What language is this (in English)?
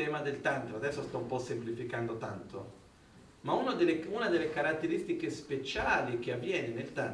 Italian